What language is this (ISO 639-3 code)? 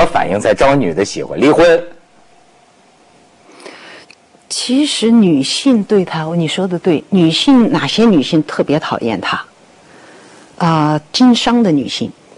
zho